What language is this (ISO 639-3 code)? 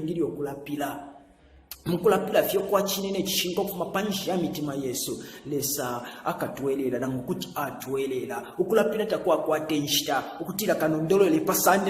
bem